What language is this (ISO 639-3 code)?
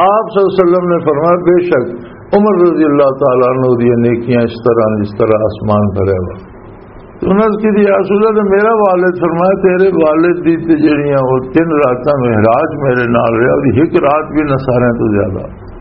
lah